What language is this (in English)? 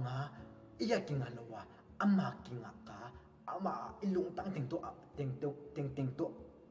Paite Chin